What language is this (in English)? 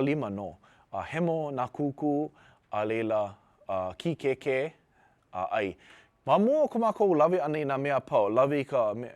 Hawaiian